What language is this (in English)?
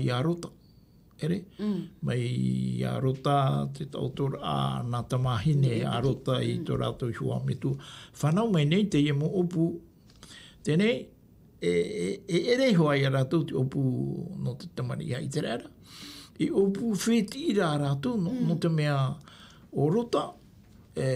Tahitian